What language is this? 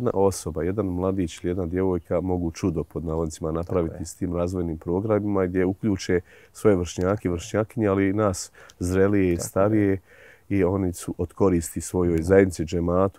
Bosnian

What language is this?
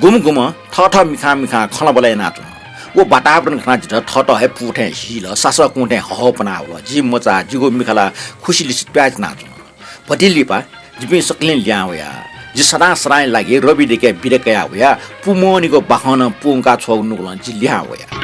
Newari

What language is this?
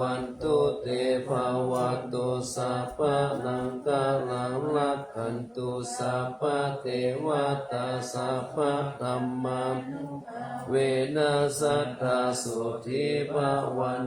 Pali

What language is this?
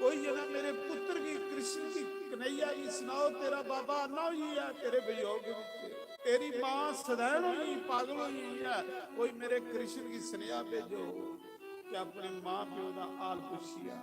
Dogri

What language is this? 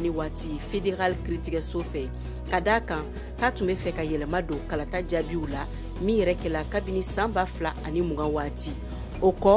Bambara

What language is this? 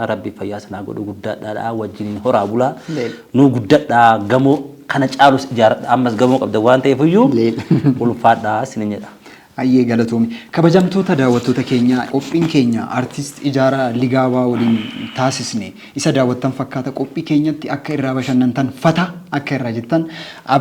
Oromo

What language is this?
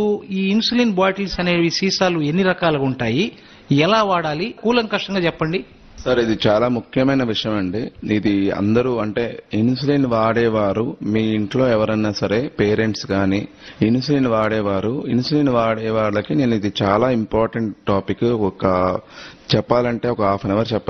Telugu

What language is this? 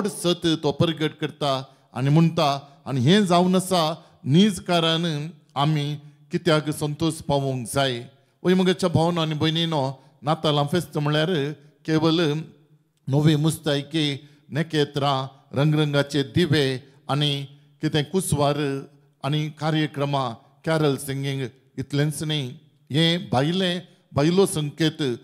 Konkani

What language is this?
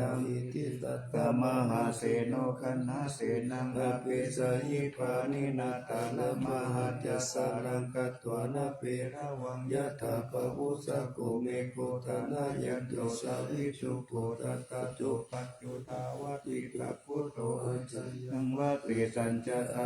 Pali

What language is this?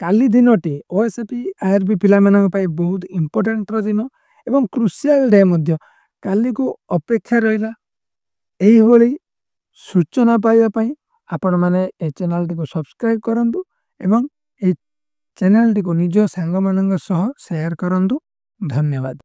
Odia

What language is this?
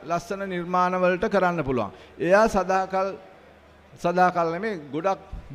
Sinhala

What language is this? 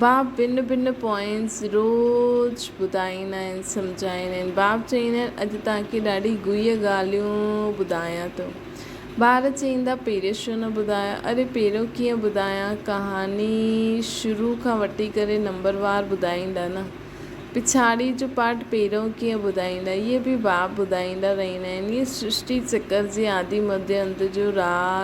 Sindhi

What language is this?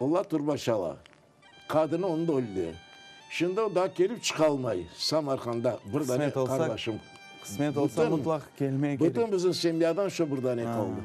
Crimean Tatar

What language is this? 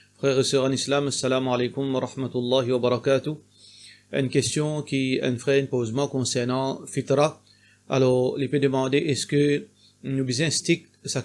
Morisyen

